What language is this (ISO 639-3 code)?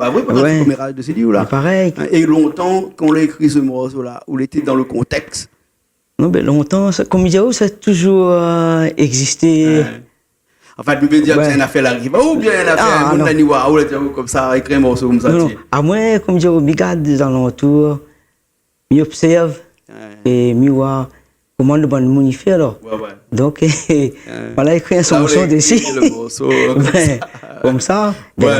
rcf